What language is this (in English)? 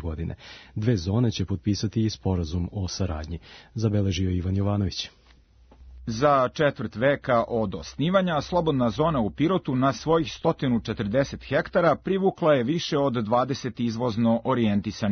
Serbian